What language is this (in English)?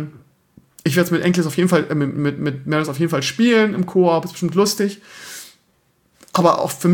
German